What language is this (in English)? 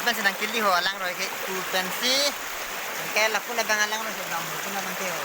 Karbi